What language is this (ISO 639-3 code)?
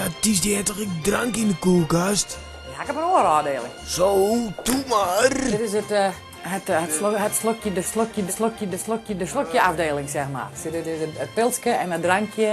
fry